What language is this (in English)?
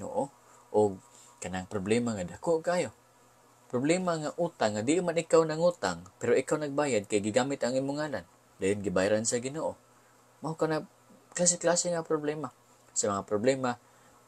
Cebuano